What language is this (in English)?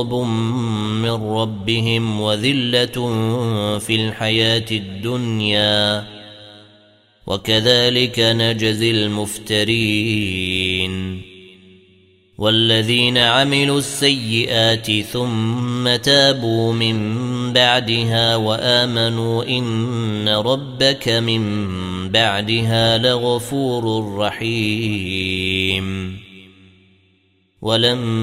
Arabic